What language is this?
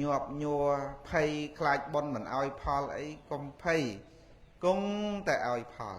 Khmer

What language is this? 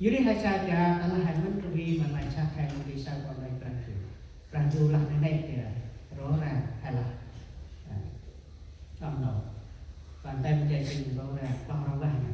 Central Mnong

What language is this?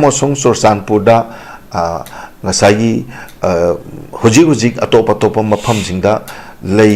Manipuri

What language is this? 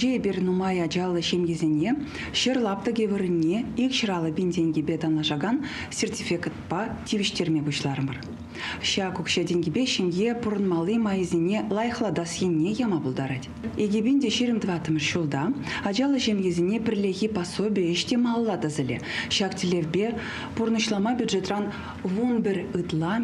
Chuvash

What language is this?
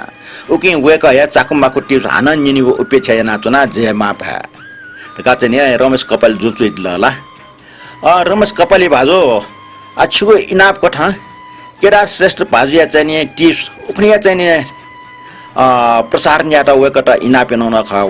Newari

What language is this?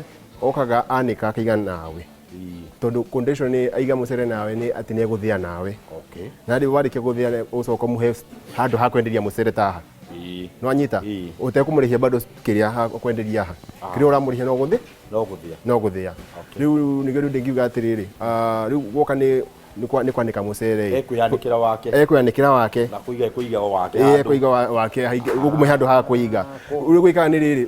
Kikuyu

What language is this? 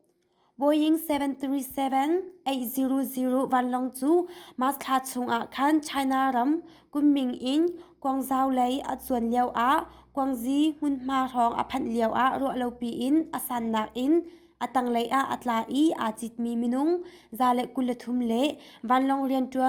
Hakha Chin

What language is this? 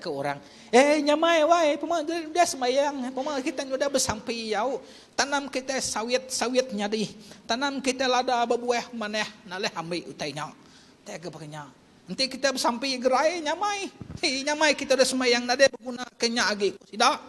Iban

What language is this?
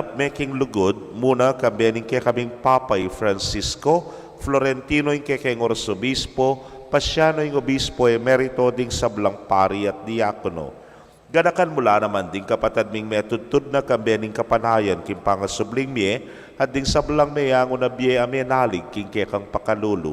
Pampanga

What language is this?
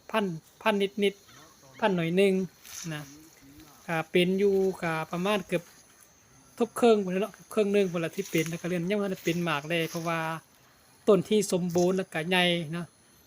Lao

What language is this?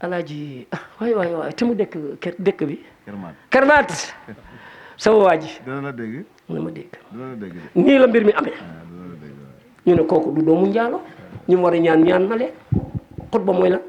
Wolof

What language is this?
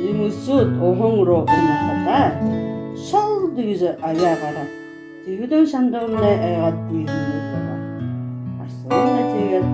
Buriat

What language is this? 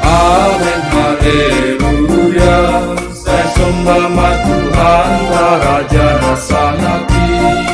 Batak Simalungun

